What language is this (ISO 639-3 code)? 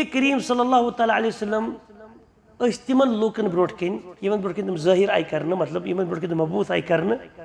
kas